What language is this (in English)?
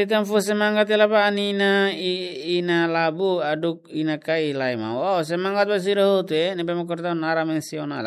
Tetum